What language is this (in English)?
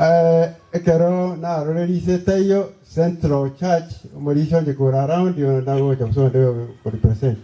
Gusii